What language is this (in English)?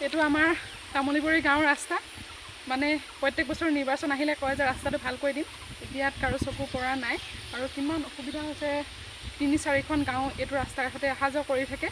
Assamese